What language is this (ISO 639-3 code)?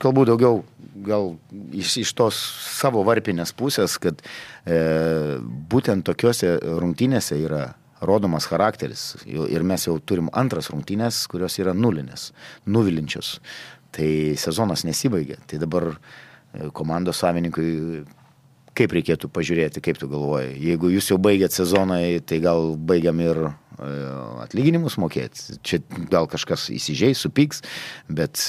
lit